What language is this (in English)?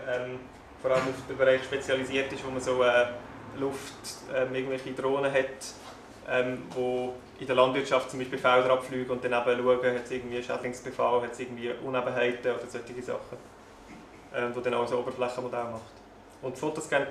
German